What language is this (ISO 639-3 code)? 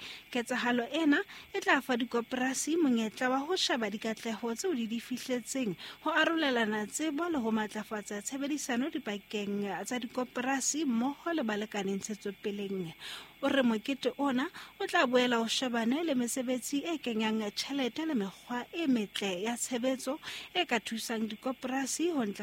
sot